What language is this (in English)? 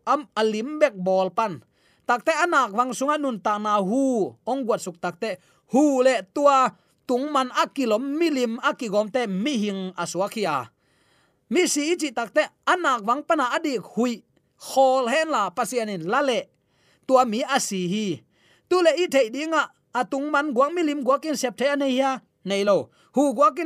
Tedim Chin